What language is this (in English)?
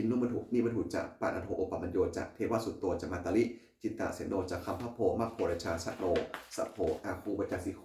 Pali